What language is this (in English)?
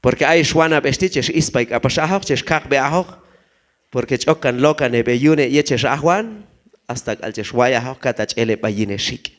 Q'anjob'al